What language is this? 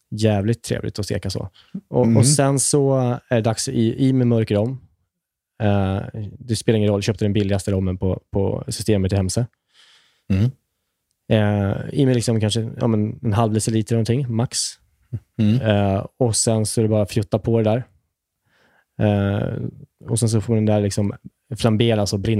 Swedish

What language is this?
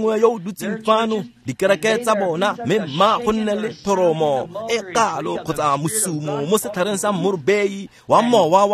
Tswana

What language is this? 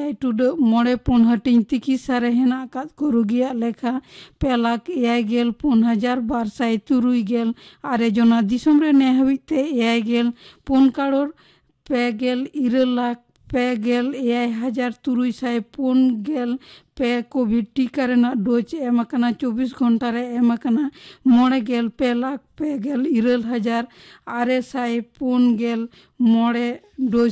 Santali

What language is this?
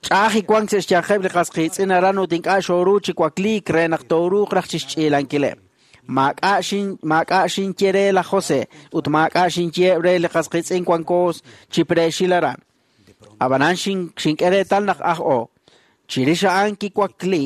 Kekchí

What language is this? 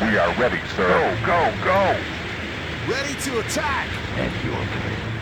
Bavarian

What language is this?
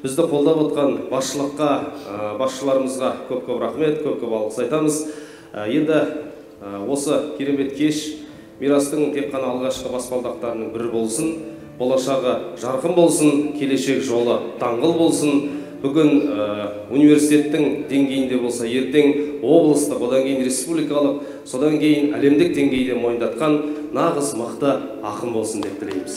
Kazakh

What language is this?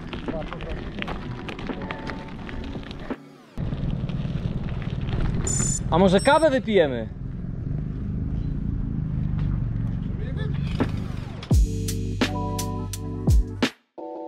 Polish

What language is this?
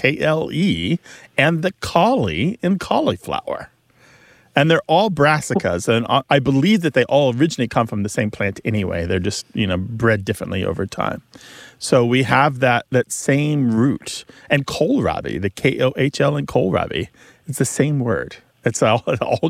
English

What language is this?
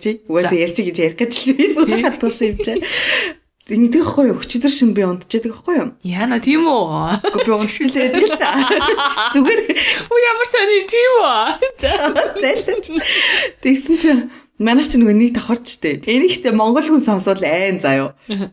Mongolian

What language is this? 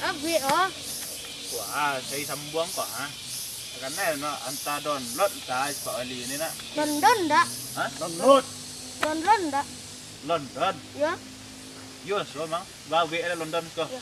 Minangkabau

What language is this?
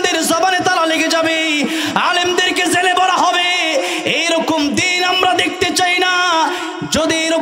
Bangla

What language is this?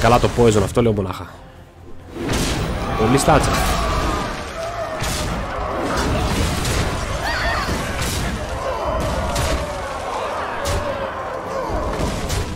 Greek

